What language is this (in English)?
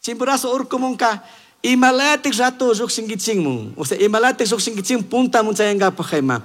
Chimborazo Highland Quichua